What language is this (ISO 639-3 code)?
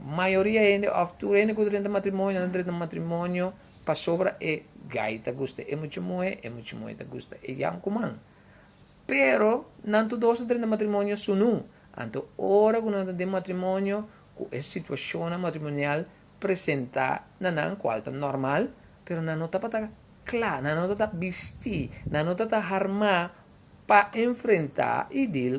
pap